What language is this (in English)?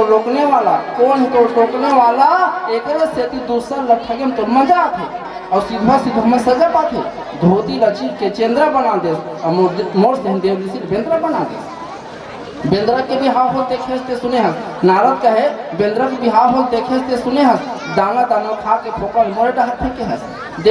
Chhattisgarhi